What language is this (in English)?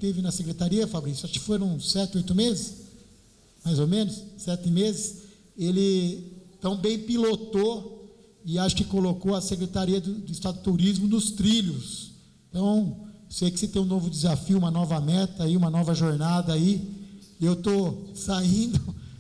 Portuguese